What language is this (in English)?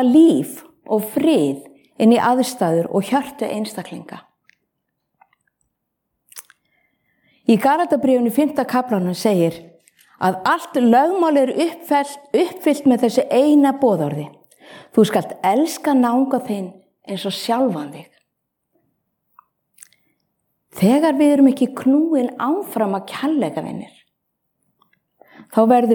Icelandic